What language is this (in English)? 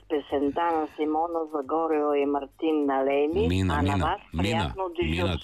Bulgarian